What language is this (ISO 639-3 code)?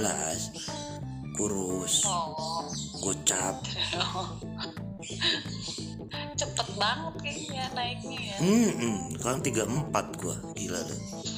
ind